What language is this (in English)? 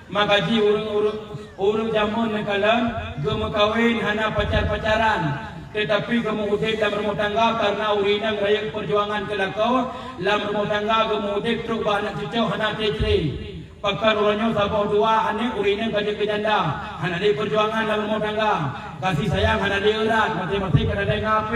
Achinese